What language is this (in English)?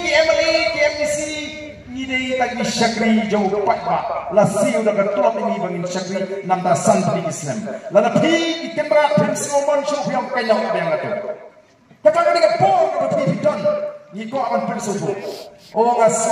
Khasi